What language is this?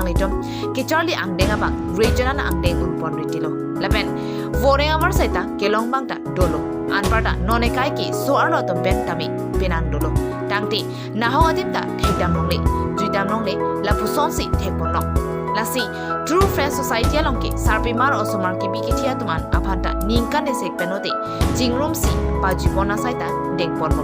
Karbi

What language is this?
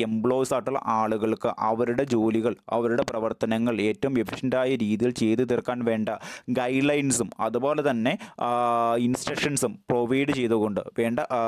Malayalam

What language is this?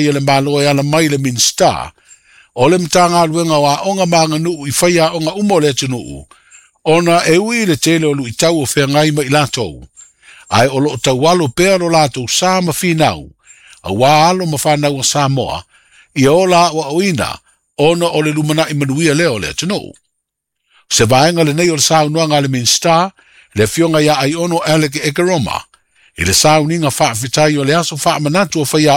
Samoan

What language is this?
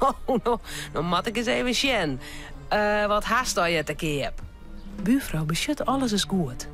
Western Frisian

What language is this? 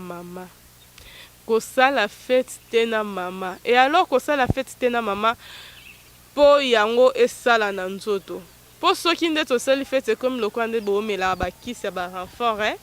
Lingala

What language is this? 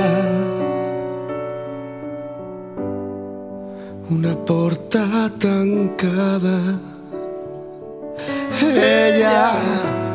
Catalan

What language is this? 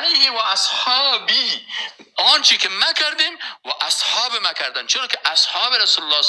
Persian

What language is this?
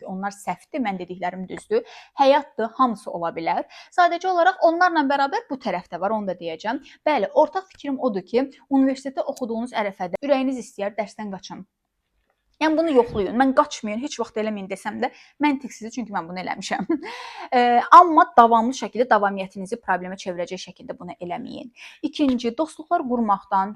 Azerbaijani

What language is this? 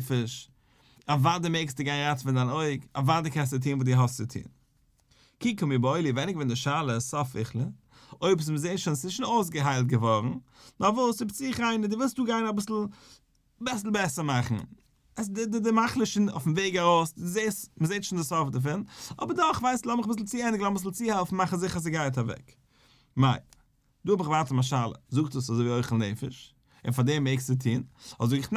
Yiddish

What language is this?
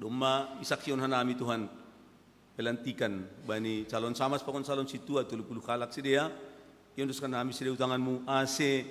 Batak Simalungun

